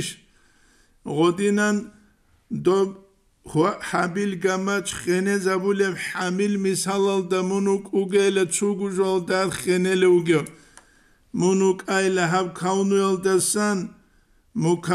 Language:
Avaric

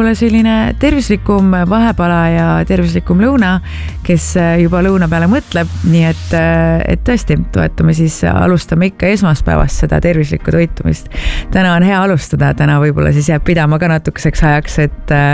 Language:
Estonian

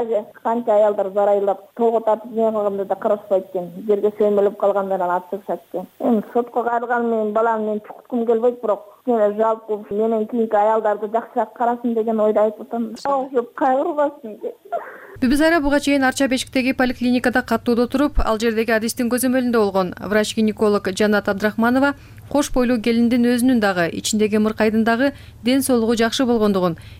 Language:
Kyrgyz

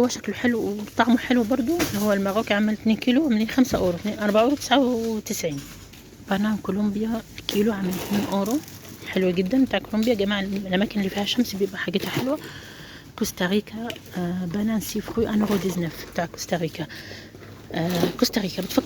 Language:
Egyptian Arabic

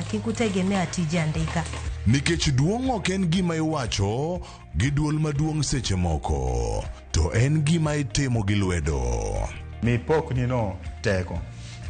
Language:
Luo (Kenya and Tanzania)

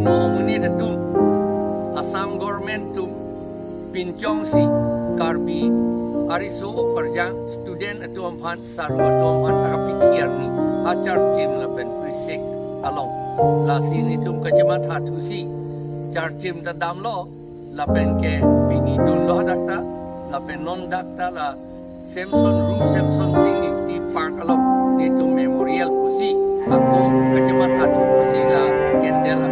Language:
Karbi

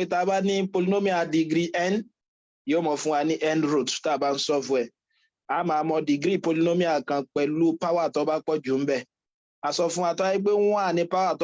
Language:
Yoruba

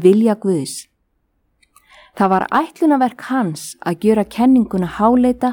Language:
Icelandic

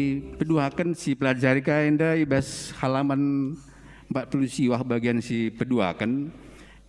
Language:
Batak Karo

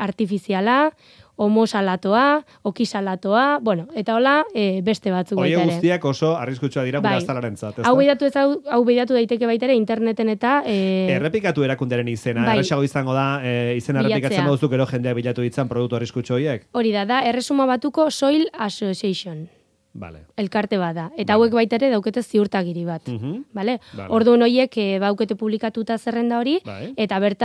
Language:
Basque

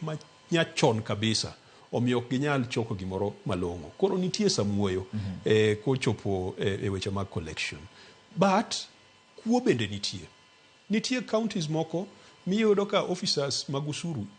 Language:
Luo (Kenya and Tanzania)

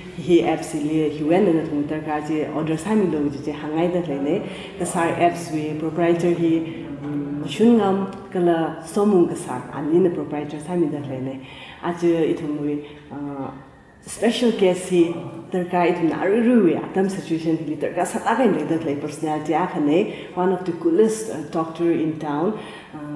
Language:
Tangkhul Naga (India)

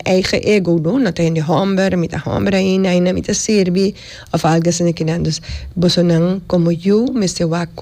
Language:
Papiamento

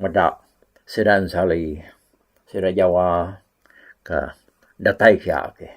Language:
Iban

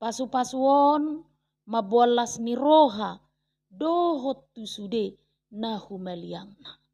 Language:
Batak Toba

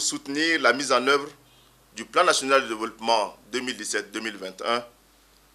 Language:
French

